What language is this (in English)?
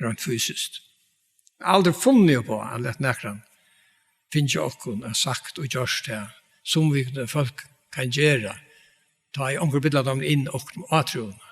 Faroese